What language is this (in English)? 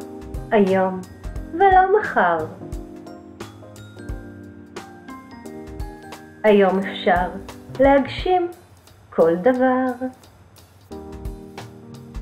Hebrew